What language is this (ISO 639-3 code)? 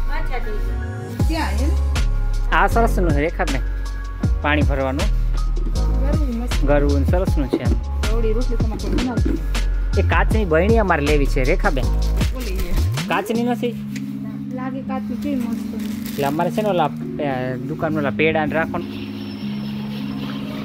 guj